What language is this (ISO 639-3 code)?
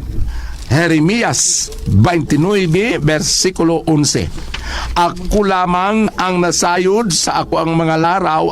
ceb